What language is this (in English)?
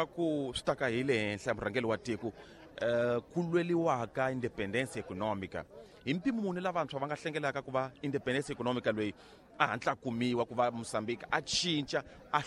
Tsonga